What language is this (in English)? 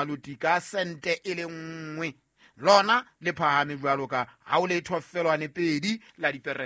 Southern Sotho